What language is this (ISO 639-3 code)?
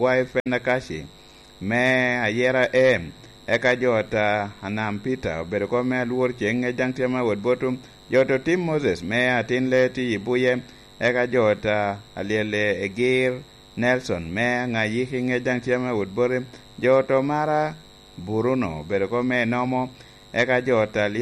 laj